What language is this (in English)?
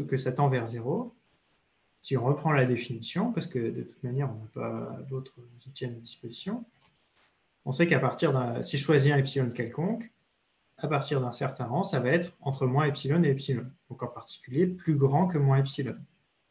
French